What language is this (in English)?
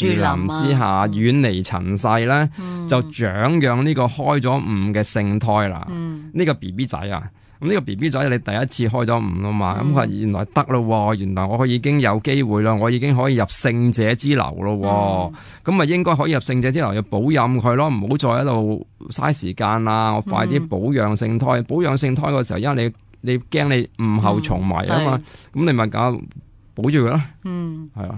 Cantonese